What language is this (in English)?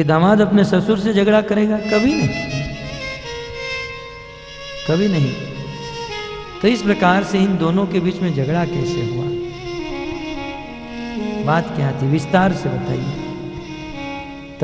Hindi